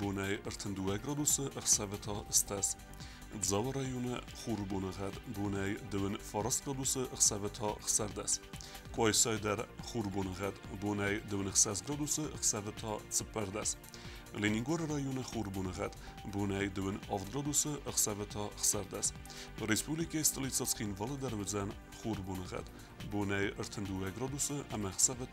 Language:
Ossetic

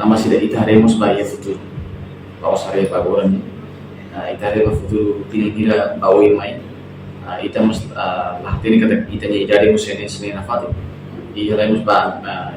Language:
Tetum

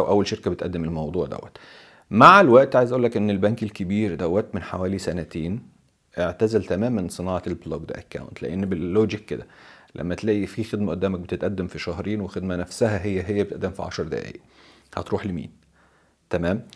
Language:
Egyptian Arabic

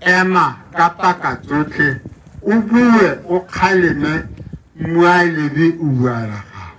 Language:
Tswana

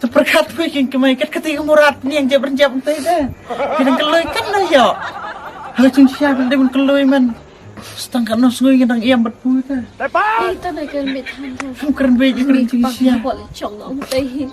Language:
Khasi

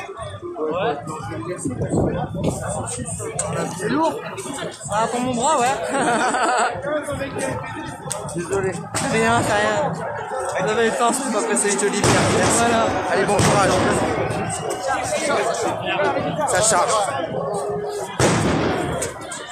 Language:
French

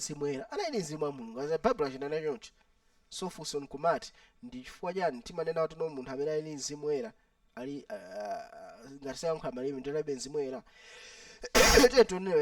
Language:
Nyanja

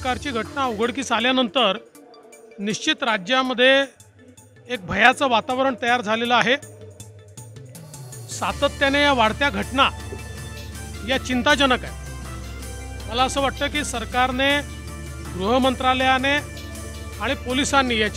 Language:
Marathi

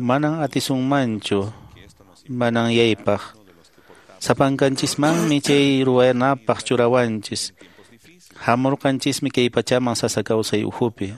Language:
Quechua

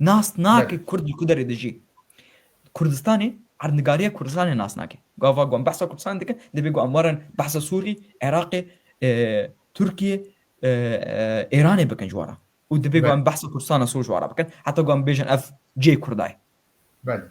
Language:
Kurdish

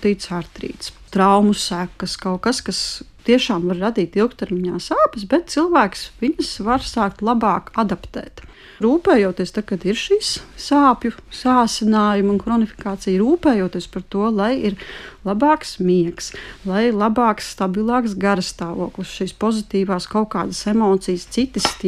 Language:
Latvian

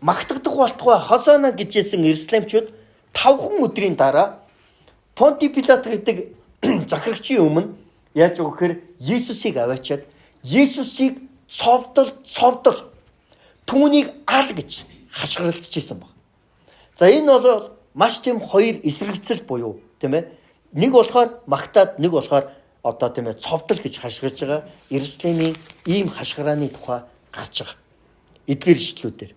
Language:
Mongolian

